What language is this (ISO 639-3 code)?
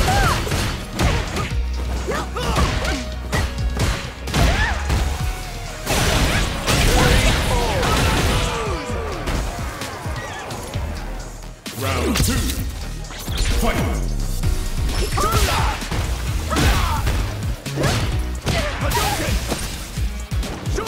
eng